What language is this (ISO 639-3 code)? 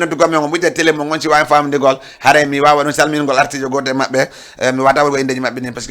ful